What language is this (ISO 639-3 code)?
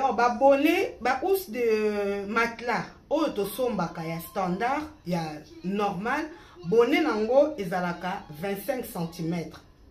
lin